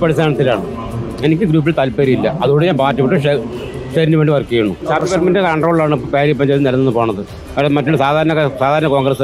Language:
Malayalam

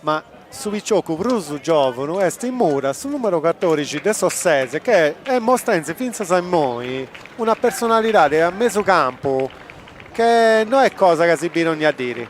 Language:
Sardinian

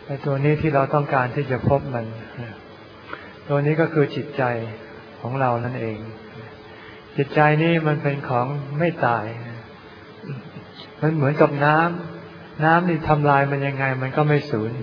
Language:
Thai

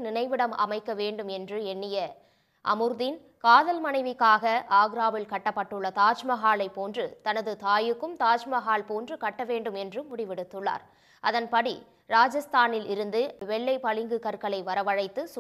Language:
Tamil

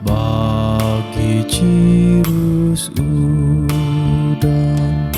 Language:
Batak Karo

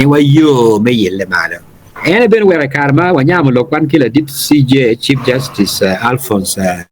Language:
Acoli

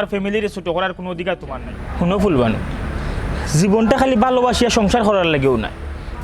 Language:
Sylheti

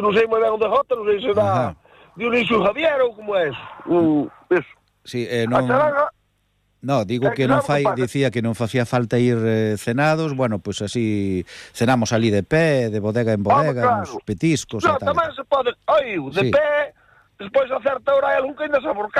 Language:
Galician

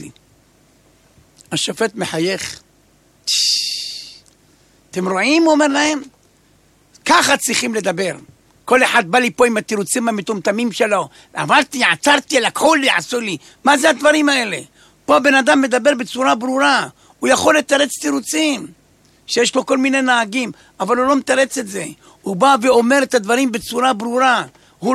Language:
Hebrew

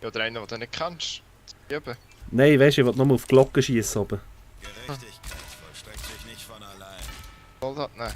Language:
Swiss German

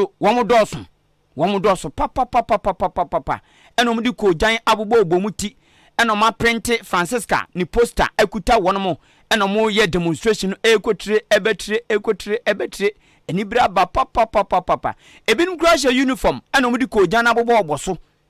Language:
Akan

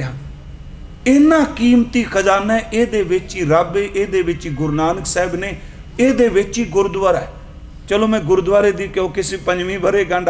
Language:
Punjabi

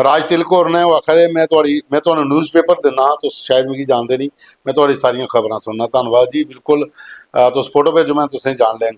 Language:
Dogri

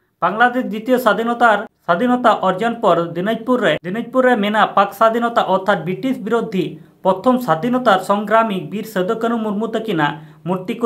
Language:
Santali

